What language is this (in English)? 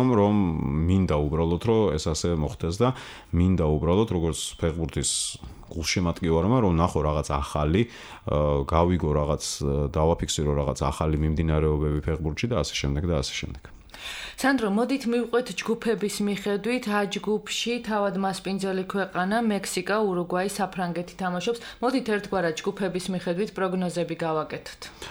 Georgian